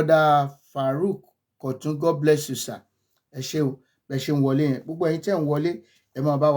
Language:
Yoruba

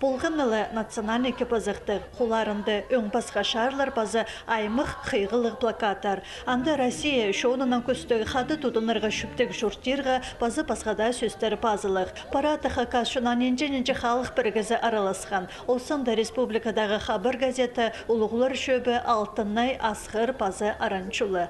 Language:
Khakas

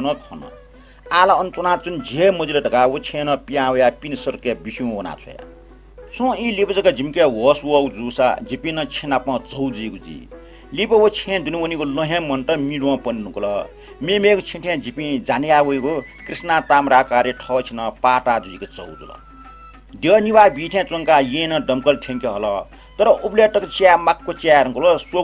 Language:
Newari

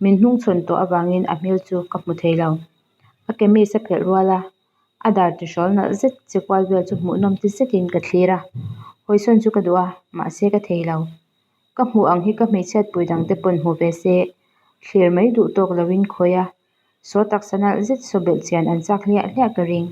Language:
Mizo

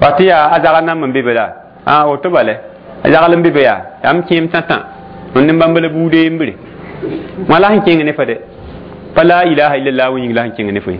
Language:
Mossi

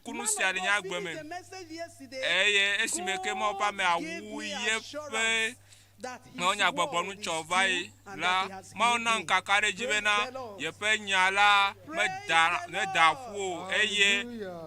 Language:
Ewe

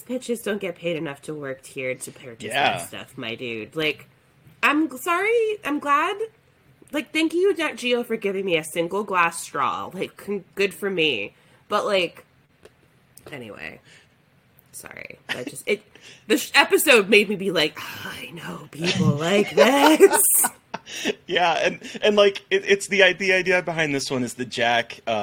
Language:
English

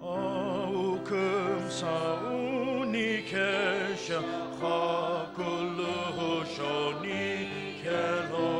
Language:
Sumi Naga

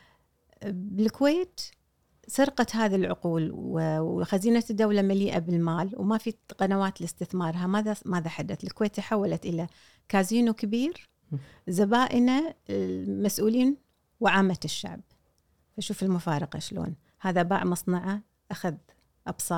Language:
Gulf Arabic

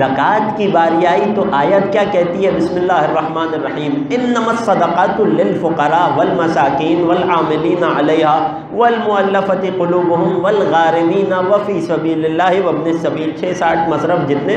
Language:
Urdu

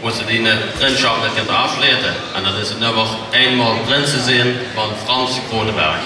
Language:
Limburgish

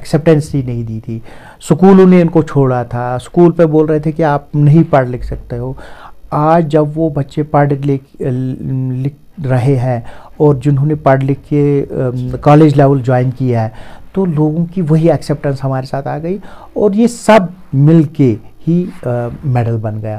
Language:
Urdu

